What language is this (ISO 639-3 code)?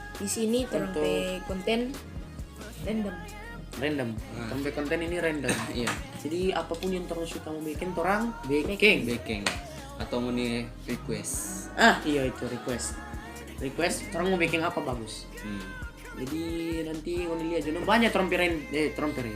xmm